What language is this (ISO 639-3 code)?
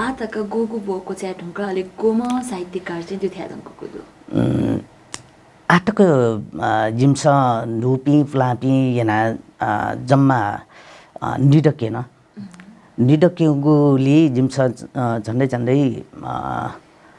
new